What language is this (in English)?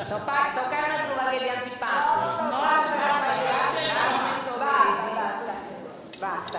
Sardinian